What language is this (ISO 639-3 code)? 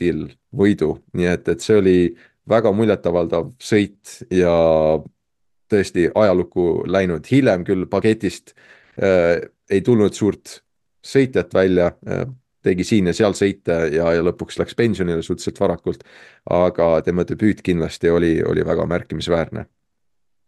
est